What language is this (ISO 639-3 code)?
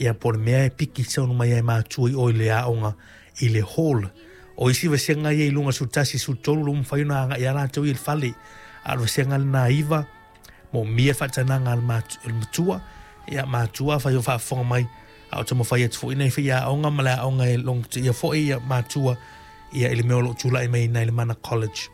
smo